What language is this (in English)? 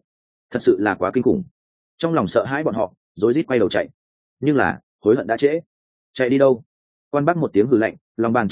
Vietnamese